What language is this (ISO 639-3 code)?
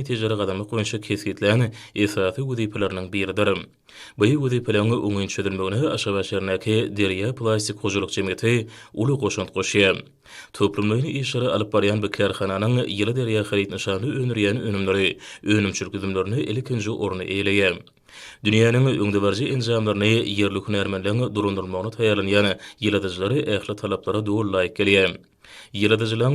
tuk